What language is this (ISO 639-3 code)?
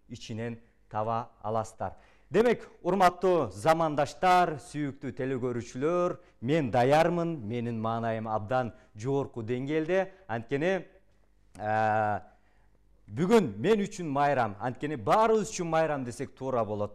kir